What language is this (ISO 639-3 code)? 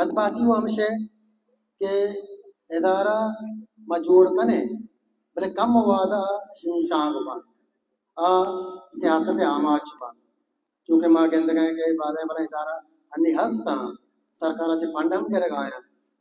bal